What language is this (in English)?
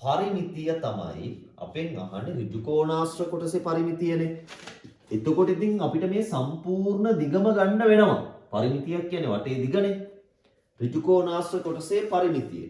Sinhala